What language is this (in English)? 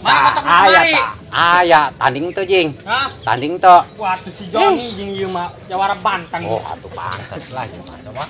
Sundanese